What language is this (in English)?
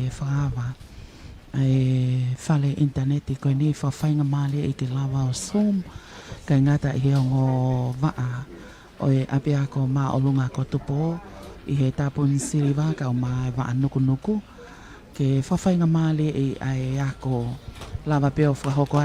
Tongan